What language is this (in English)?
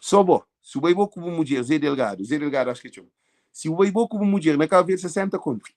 Kabuverdianu